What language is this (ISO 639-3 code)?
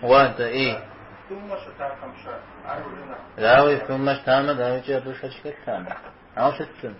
kbd